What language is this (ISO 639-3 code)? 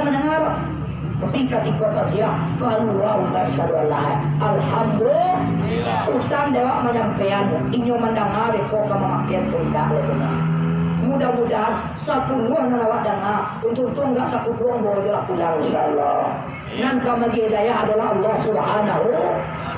min